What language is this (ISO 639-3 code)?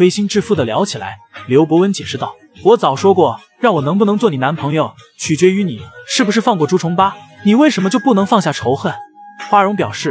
zho